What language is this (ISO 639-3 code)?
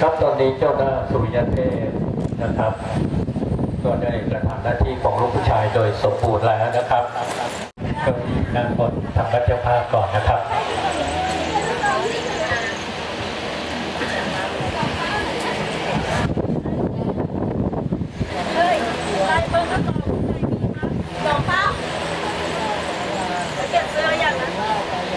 tha